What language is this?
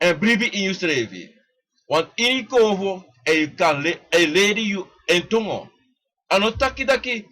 Sranan Tongo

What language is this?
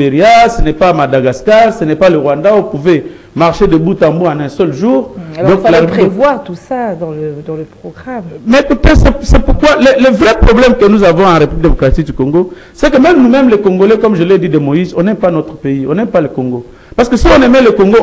French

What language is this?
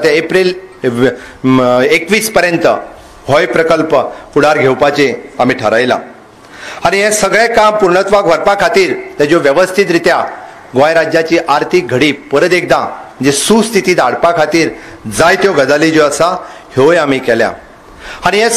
Konkani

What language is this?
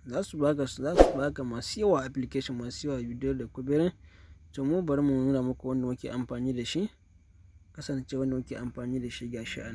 Hausa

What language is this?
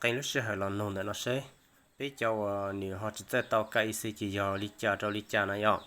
Hmong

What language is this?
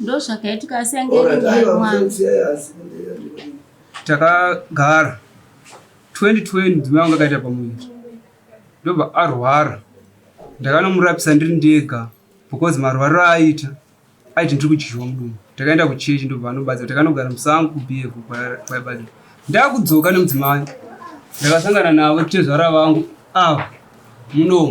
Shona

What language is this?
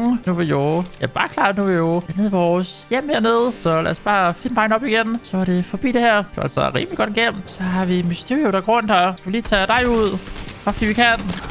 Danish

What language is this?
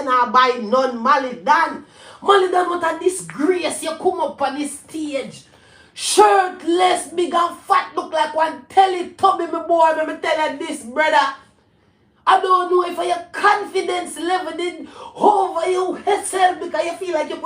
Jamaican Creole English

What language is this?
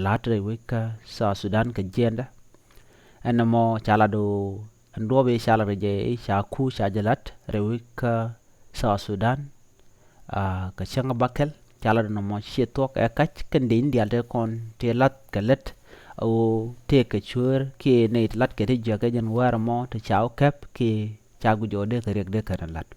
Nuer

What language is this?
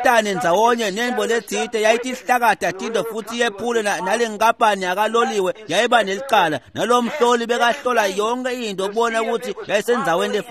Swati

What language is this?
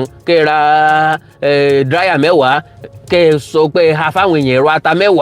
Yoruba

